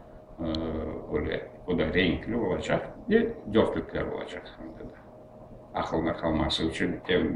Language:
Crimean Tatar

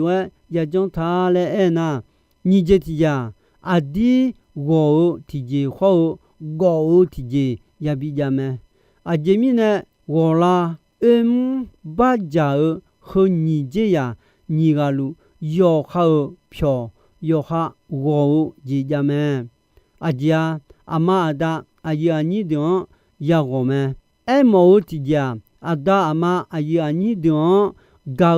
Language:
Akha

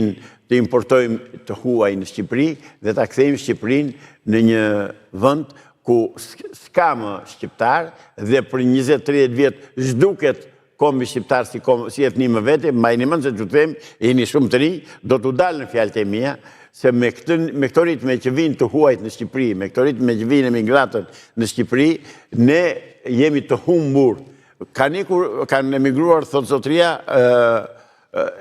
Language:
Albanian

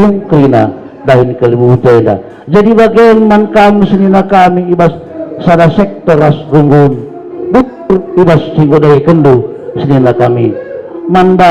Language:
Batak Karo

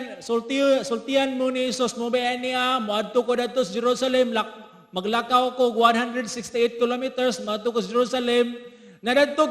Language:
Cebuano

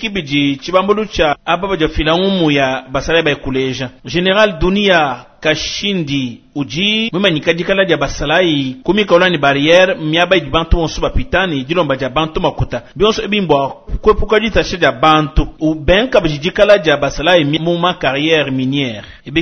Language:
Luba-Lulua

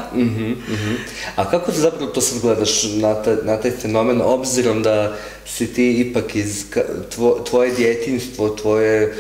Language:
Croatian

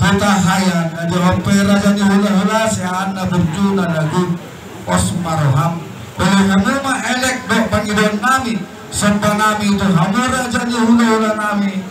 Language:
Batak Toba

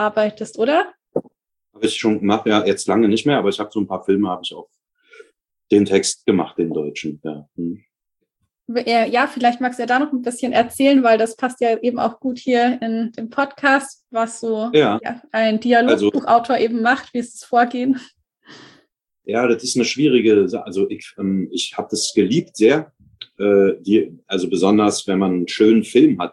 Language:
German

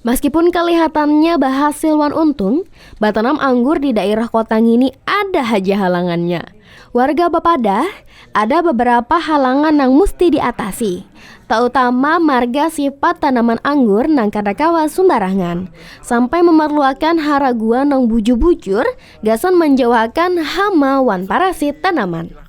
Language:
Banjar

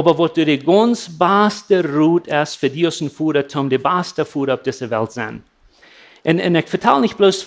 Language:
Plautdietsch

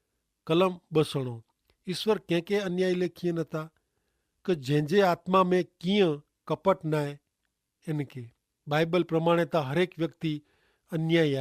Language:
Kachhi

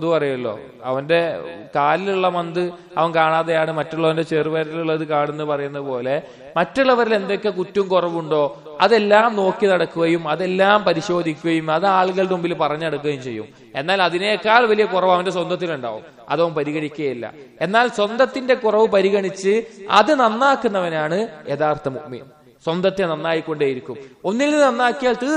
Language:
Malayalam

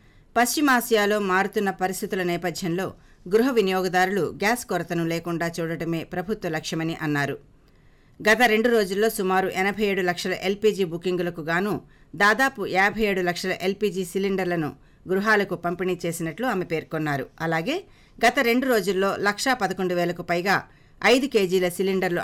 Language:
Telugu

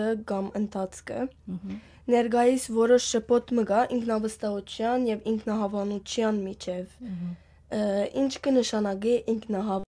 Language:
Western Armenian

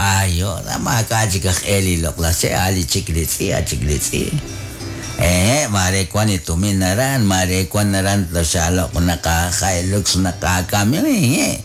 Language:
Kekchí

